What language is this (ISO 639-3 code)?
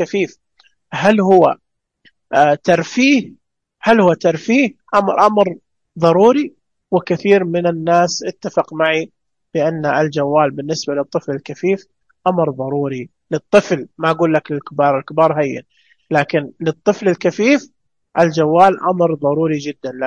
ars